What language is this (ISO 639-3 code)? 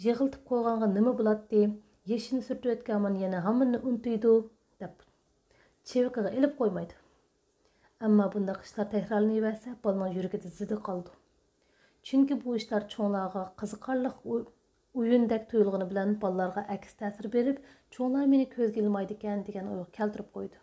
uig